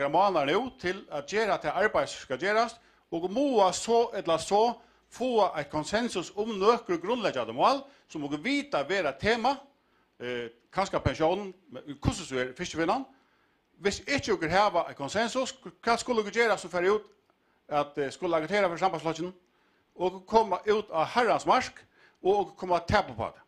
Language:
Faroese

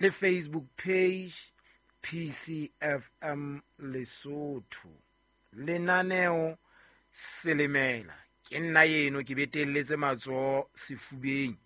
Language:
Southern Sotho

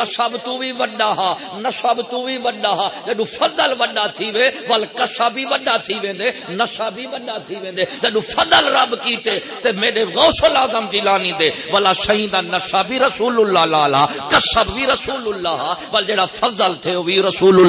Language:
Saraiki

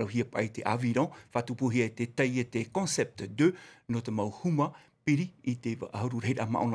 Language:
Tahitian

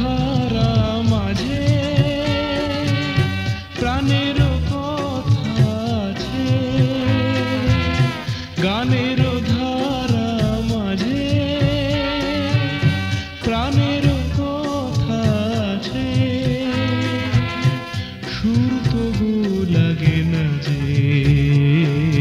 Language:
Bangla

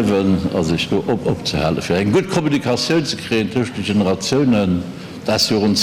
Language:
Luxembourgish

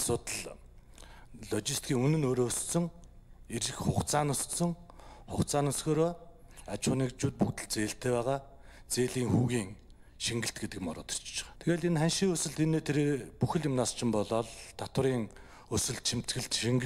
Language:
Mongolian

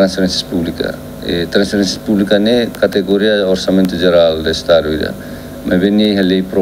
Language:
Tetum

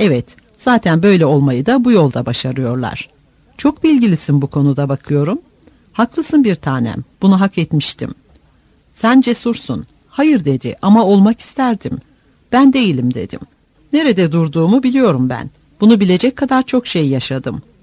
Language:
Turkish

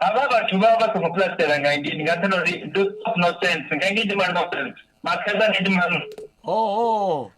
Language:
Venda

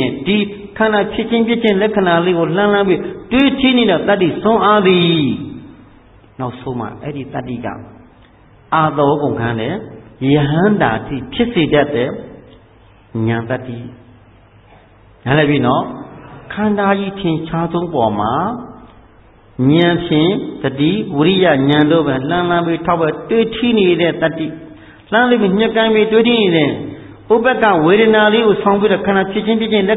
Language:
Burmese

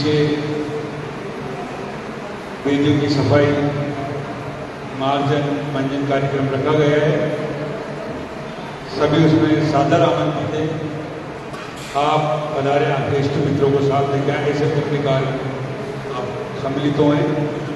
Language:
Hindi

